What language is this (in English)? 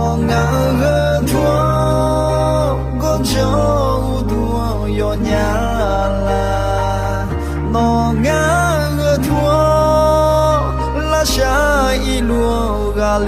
Akha